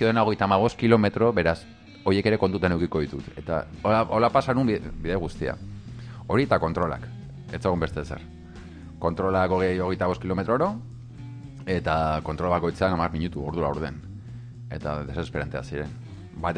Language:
Basque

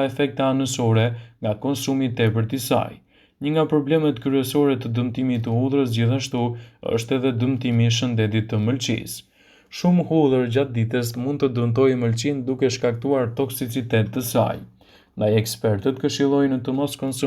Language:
Albanian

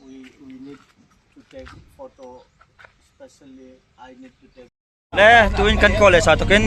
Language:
Hmar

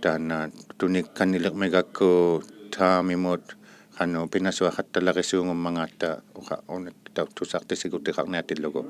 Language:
Inuktitut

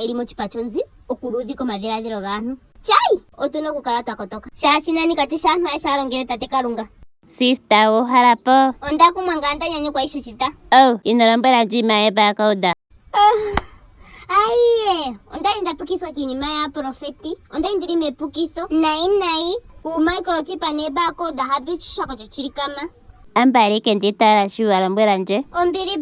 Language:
Ndonga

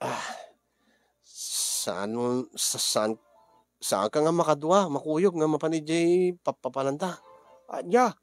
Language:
Iloko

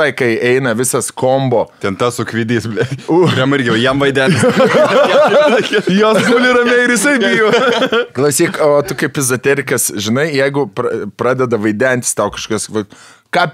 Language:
Lithuanian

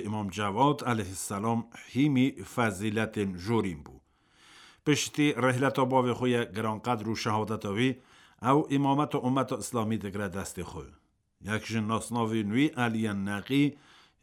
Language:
Kurdish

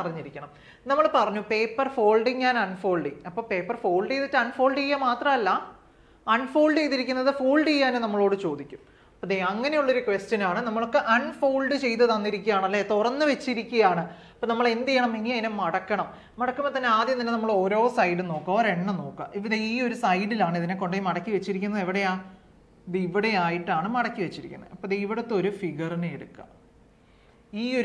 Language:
Malayalam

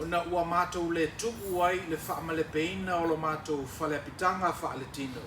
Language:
Samoan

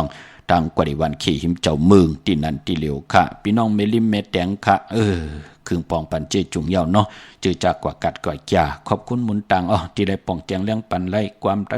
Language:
Shan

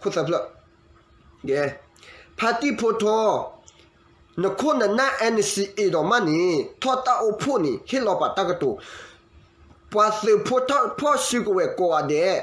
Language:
S'gaw Karen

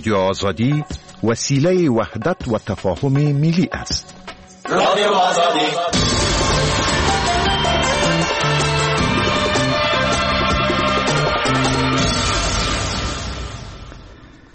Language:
Persian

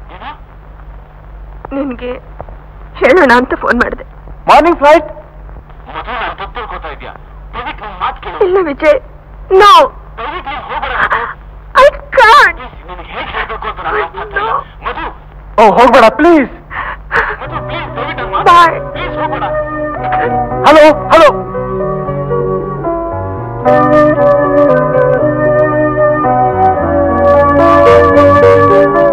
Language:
Kannada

